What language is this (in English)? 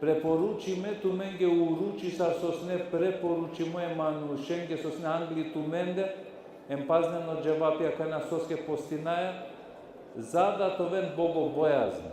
Balkan Romani